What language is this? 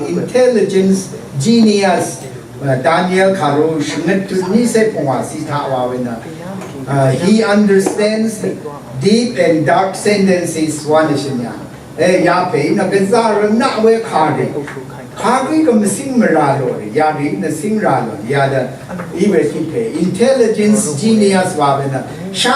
Rawang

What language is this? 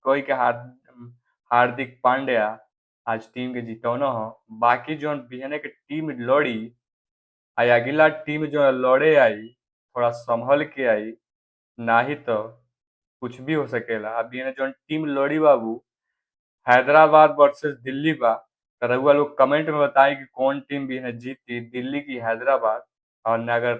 Bhojpuri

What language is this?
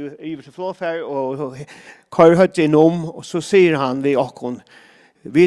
Faroese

